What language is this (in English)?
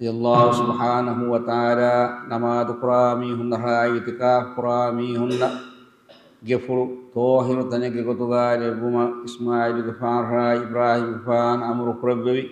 Divehi